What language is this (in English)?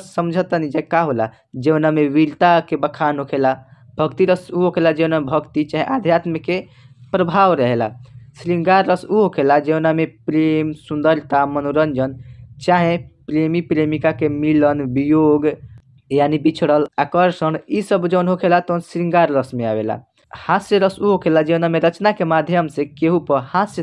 Bhojpuri